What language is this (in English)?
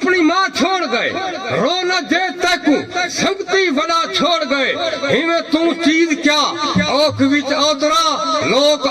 Saraiki